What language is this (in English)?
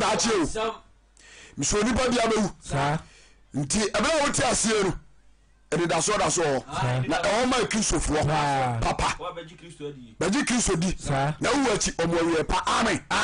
Akan